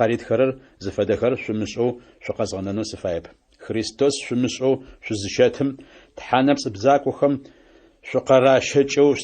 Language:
Adyghe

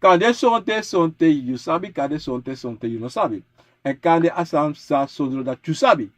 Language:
Sranan Tongo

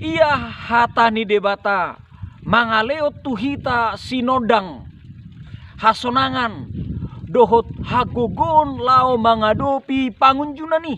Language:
Batak Toba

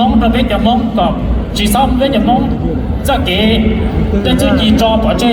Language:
Hmong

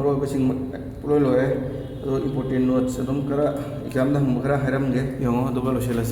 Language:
Manipuri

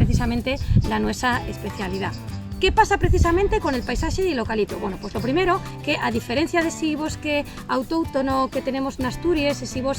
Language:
Asturian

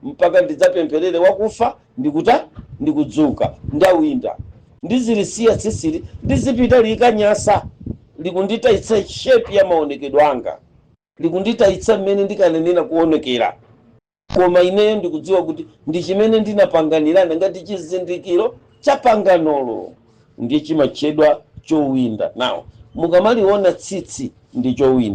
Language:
Nyanja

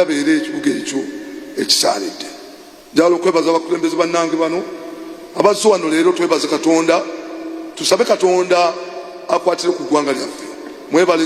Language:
Ganda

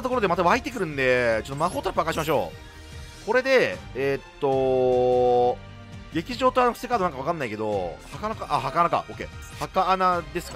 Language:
Japanese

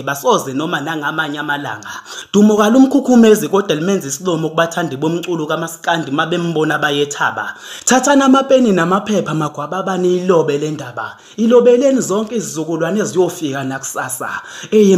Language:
Zulu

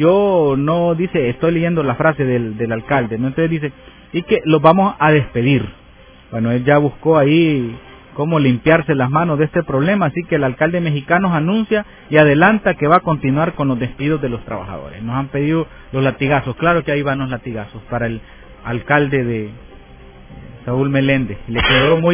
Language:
Spanish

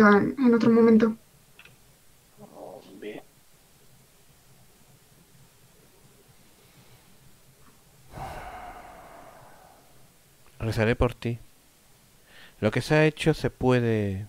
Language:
Spanish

